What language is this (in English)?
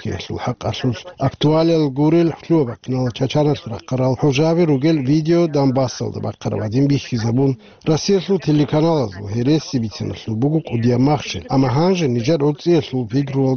Avaric